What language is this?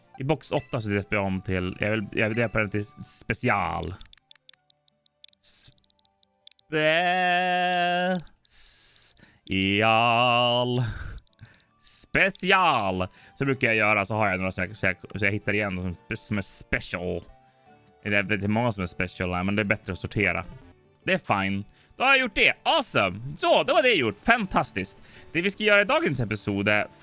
Swedish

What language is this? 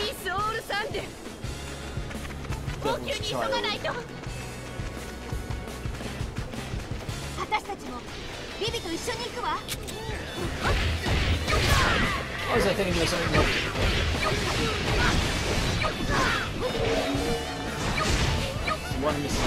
Japanese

